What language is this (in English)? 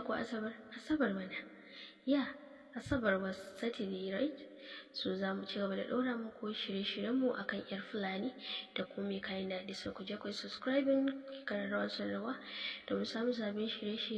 Hausa